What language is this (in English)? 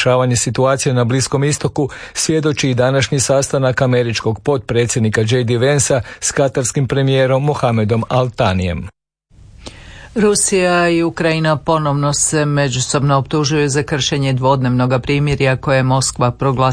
Croatian